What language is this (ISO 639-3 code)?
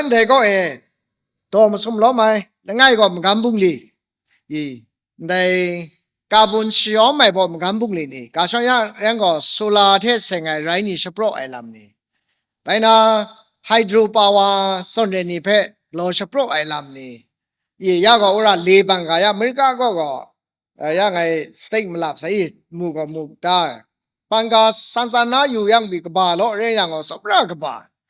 kac